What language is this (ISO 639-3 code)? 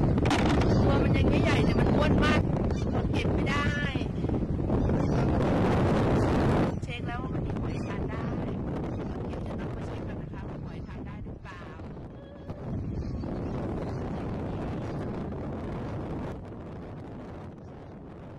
tha